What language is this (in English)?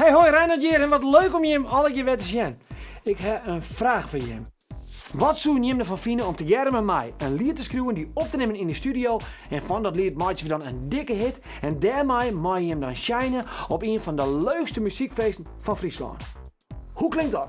Western Frisian